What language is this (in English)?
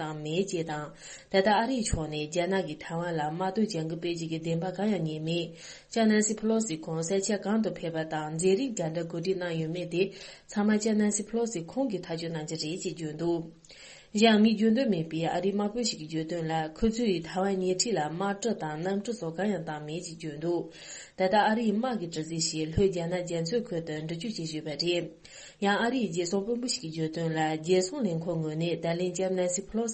Tibetan